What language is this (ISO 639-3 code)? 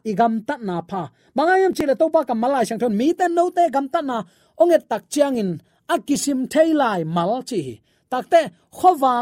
ctd